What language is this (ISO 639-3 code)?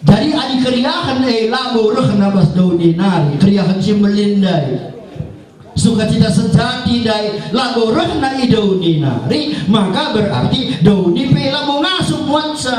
btx